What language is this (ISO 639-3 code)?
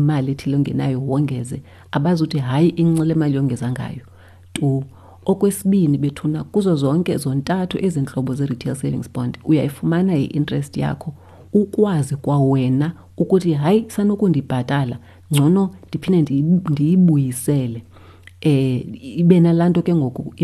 xho